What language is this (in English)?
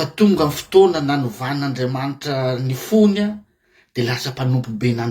Malagasy